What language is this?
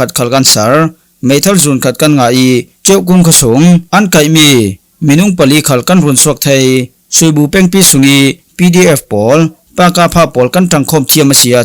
Falam Chin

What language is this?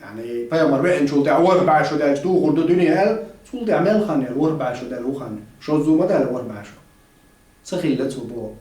Chechen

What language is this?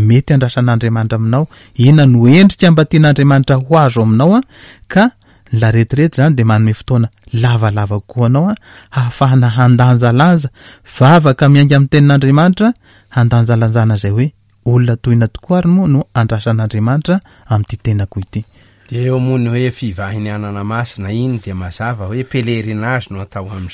Malagasy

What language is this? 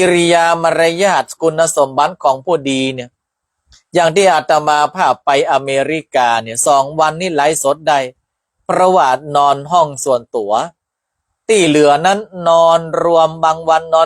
Northern Thai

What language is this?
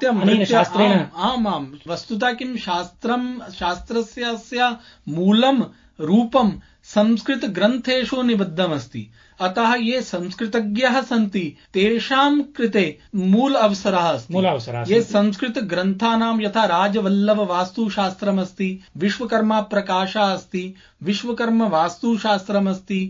Sanskrit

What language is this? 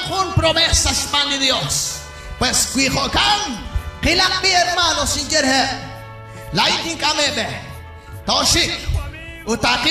Kekchí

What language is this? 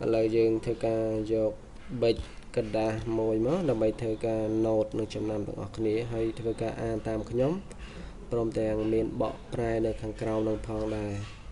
Khmer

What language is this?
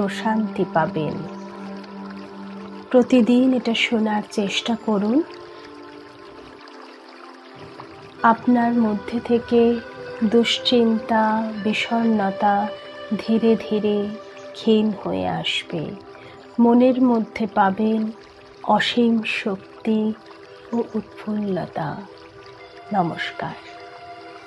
Bangla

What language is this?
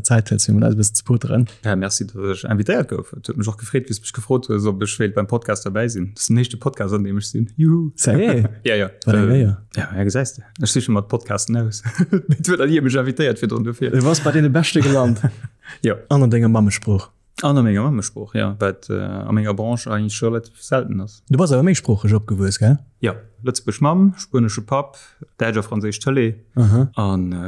Luxembourgish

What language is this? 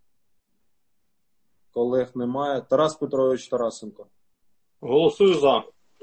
Ukrainian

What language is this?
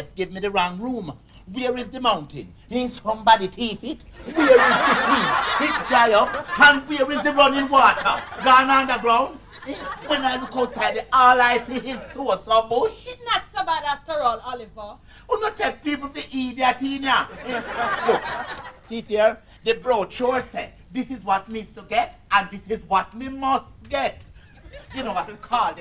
Jamaican Creole English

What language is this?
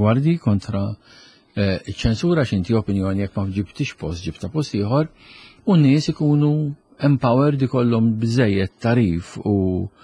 Maltese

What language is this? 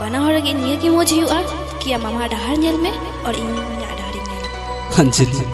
Santali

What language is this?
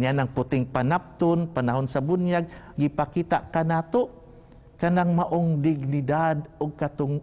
Cebuano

